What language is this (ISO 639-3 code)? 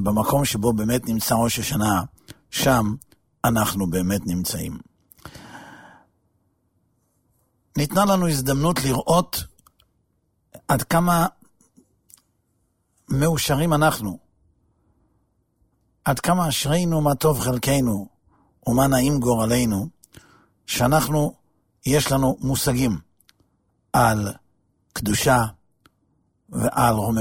heb